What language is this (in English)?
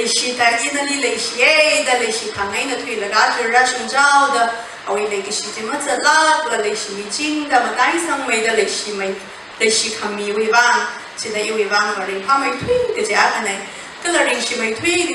Tangkhul Naga (India)